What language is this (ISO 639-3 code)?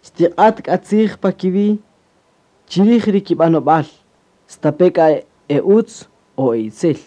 cak